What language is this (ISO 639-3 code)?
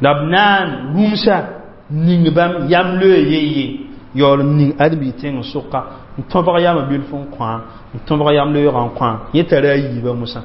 mos